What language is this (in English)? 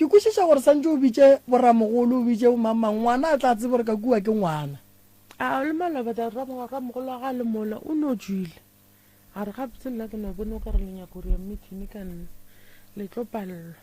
Northern Sotho